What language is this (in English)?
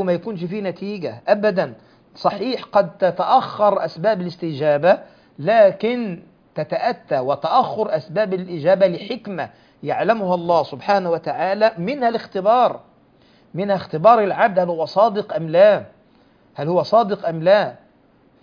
Arabic